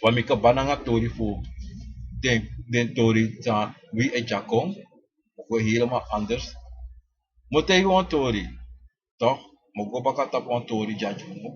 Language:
Sranan Tongo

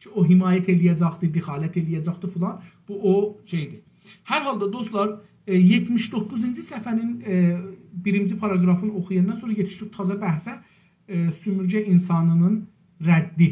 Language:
South Azerbaijani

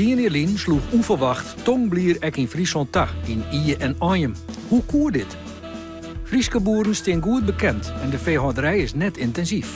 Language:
Western Frisian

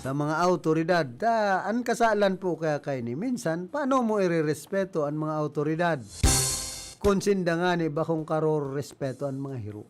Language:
Bikol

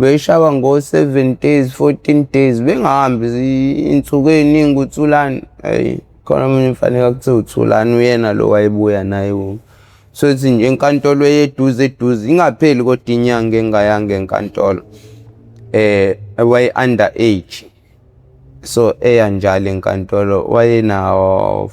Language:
Zulu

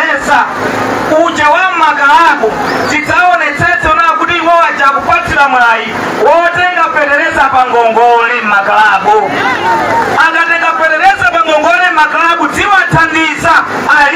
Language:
Nyanja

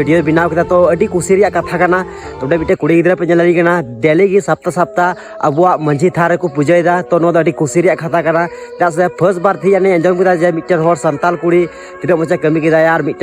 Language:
Santali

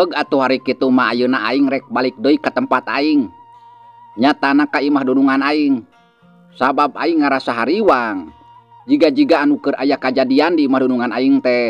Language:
Sundanese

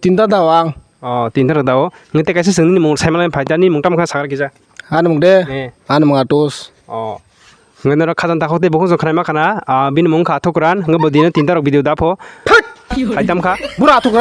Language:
Kok Borok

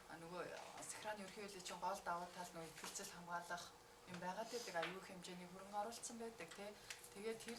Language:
Mongolian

